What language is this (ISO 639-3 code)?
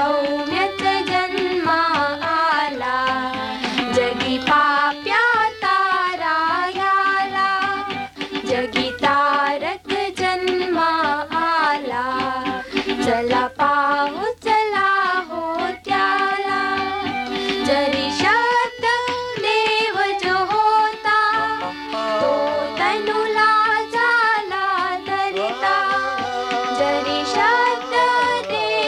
mar